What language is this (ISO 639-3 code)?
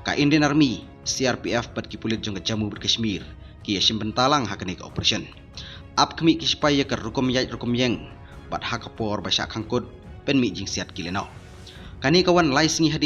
kha